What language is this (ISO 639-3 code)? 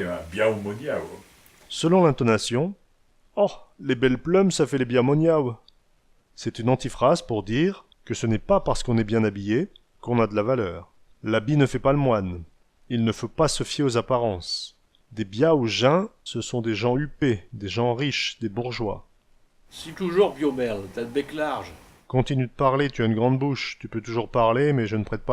pcd